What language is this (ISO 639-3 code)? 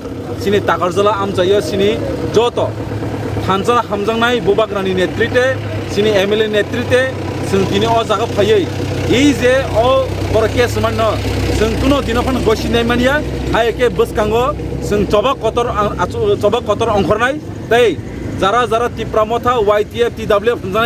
trp